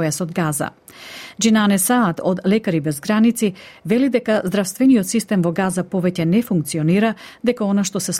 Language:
Macedonian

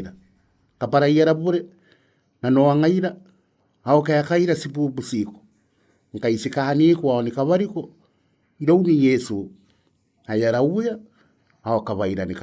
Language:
Gilbertese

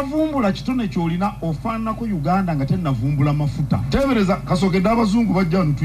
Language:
Ganda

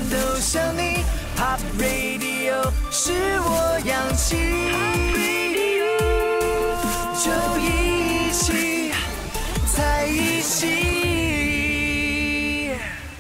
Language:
Chinese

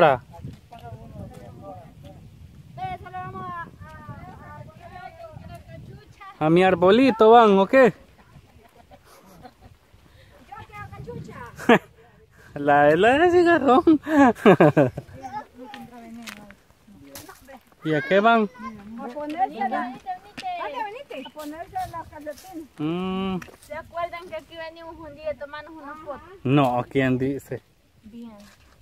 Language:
Spanish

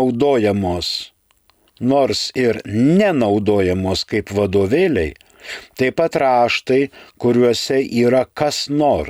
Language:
Lithuanian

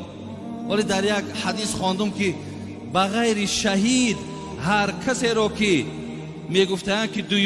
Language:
Tajik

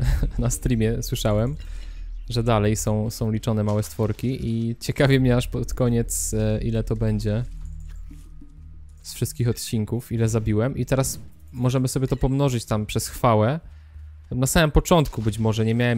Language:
Polish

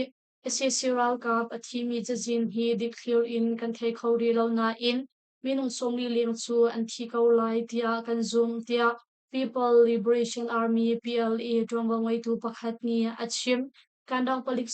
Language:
Hakha Chin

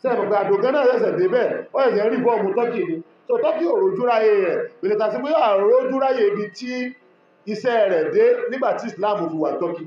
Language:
Yoruba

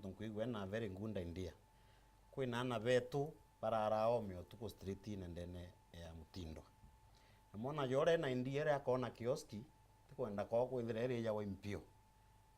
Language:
Meru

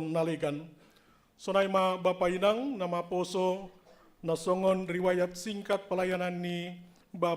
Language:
Batak Simalungun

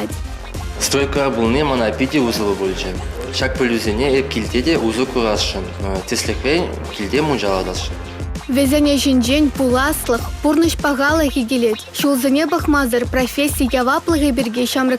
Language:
Chuvash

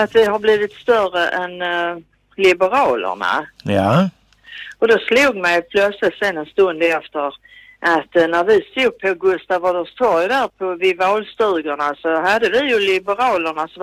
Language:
Swedish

